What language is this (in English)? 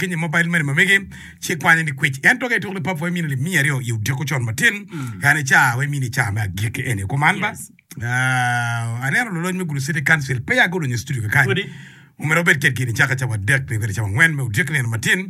Acoli